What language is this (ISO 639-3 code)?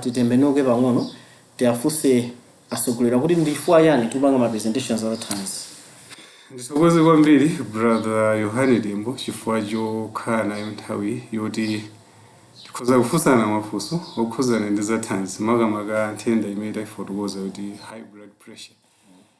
nya